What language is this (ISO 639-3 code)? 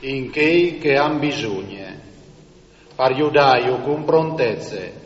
fur